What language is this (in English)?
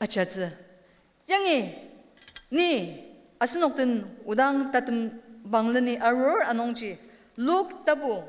Ao Naga